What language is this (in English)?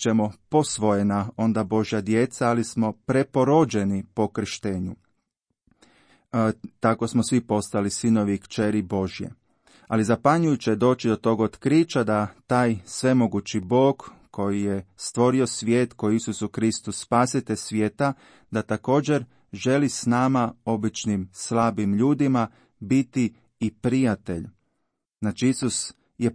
Croatian